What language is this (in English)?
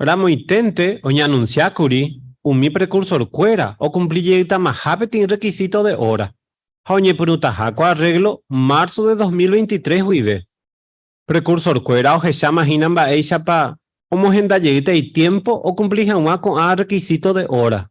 Guarani